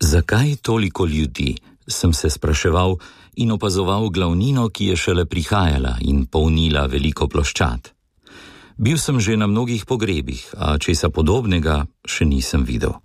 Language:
Slovenian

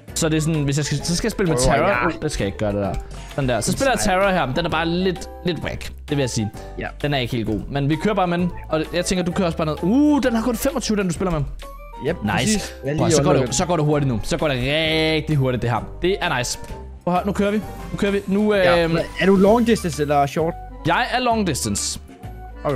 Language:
Danish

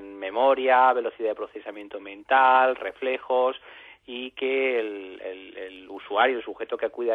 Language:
Spanish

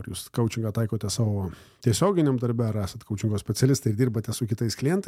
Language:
Lithuanian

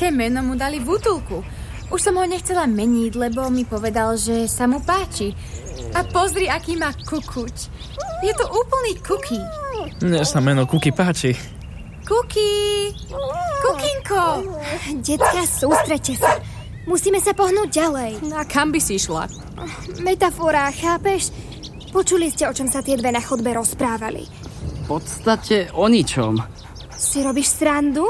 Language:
Slovak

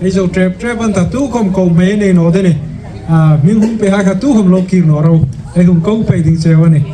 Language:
Hmar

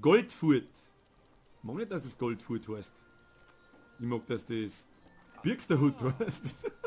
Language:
Bavarian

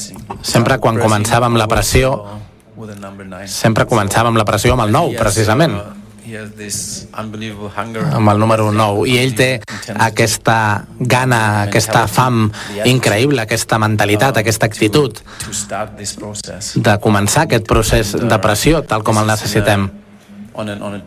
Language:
Catalan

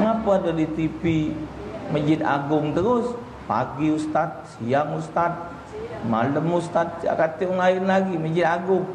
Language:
Musi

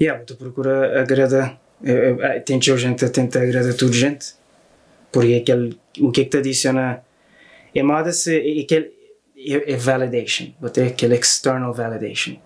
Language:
Kabuverdianu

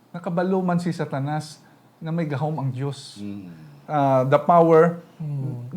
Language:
Hiligaynon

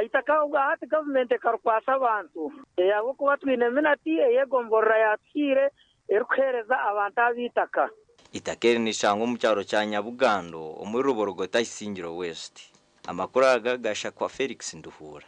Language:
Nyankole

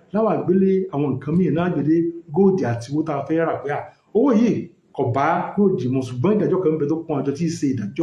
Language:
Yoruba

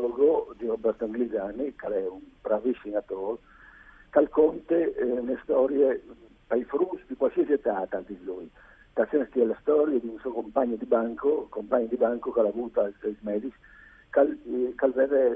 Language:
Friulian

